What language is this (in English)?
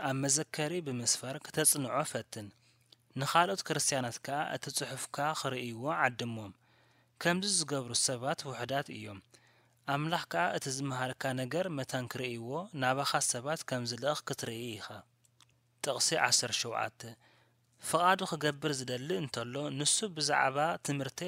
Tigrinya